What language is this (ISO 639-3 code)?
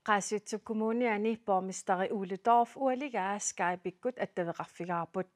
kal